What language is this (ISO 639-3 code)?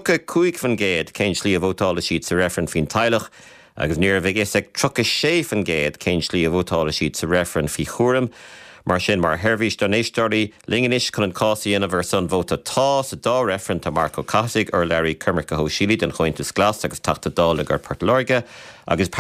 gle